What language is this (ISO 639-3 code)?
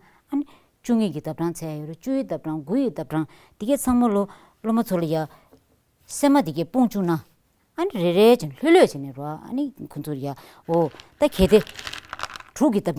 bod